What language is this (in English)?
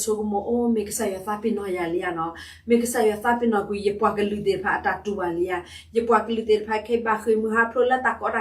S'gaw Karen